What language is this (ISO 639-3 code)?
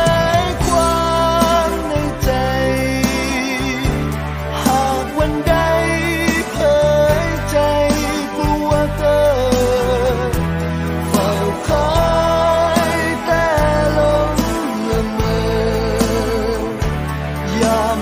tha